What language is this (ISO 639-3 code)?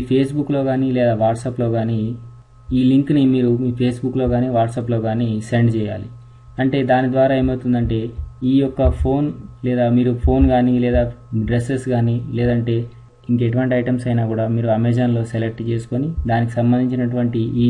tel